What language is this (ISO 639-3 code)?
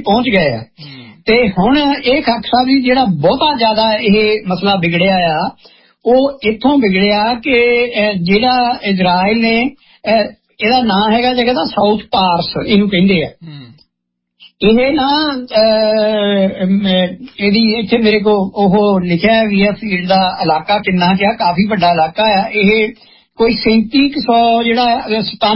pan